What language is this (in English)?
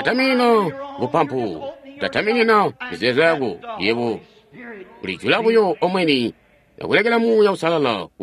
Tonga (Zambia)